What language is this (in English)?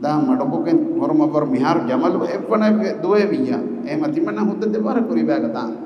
Divehi